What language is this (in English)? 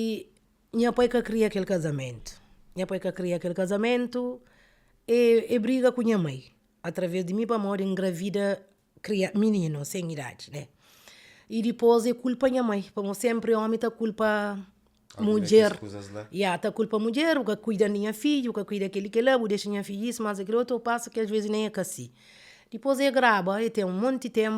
Kabuverdianu